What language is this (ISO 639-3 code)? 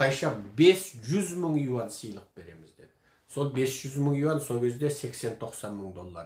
kaz